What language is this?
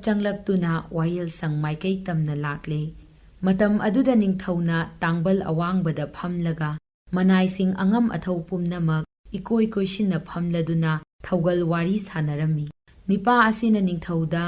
Manipuri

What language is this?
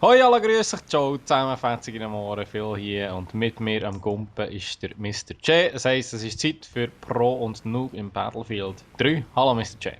Swiss German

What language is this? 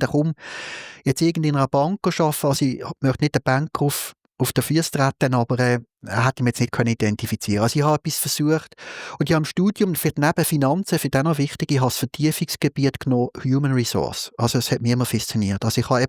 Swiss German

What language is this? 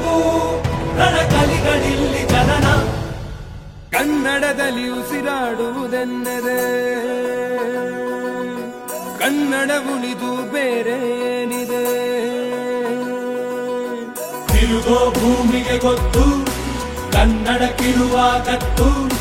Kannada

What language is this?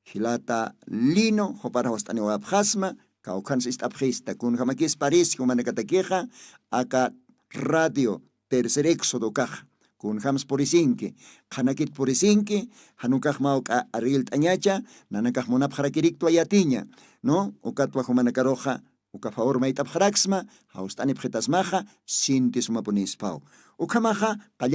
Aymara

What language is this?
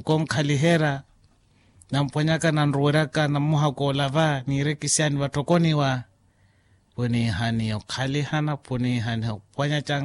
Makhuwa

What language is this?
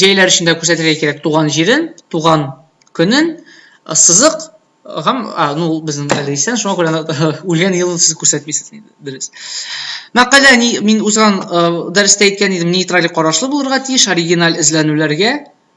Tatar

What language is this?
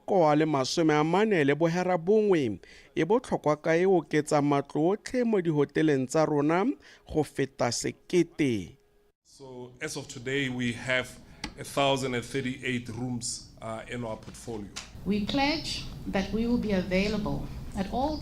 Tswana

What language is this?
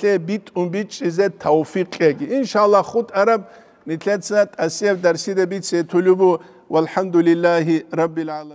Avaric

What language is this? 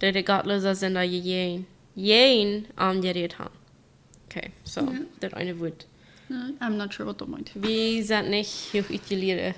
Plautdietsch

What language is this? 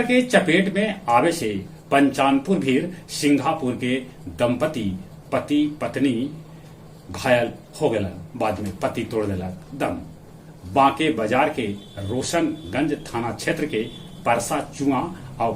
Magahi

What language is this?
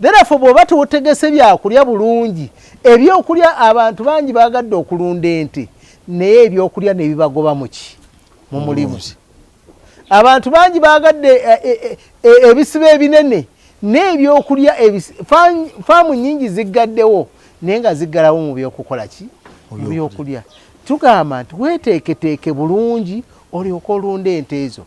Ganda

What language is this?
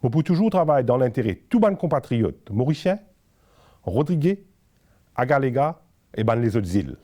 Morisyen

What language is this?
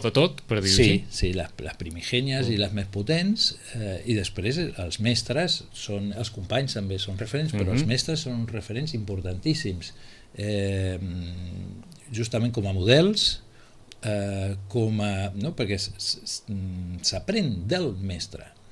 Catalan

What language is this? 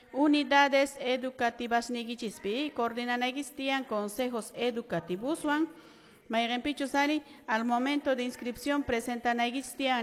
Quechua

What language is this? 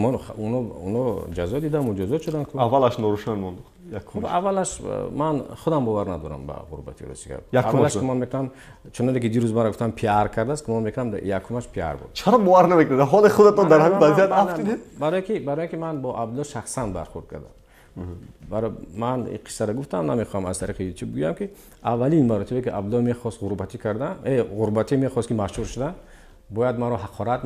Tajik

